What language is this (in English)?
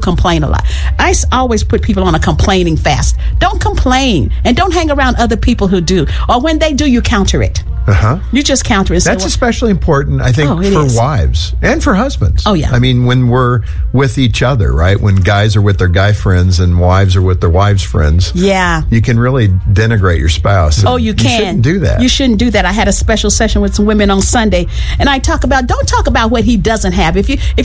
English